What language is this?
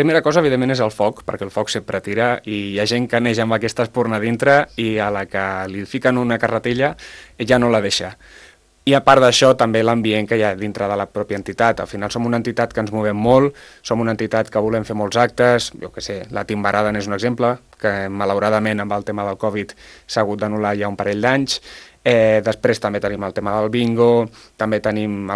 Catalan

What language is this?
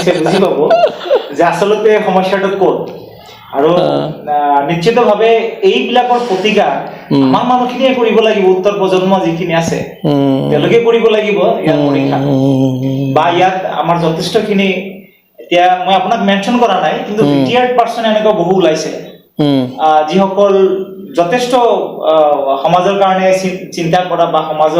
Assamese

